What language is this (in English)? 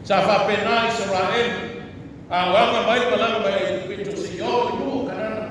Samoan